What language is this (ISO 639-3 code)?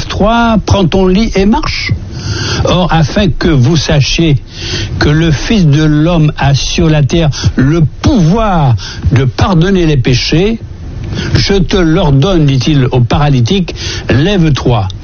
fra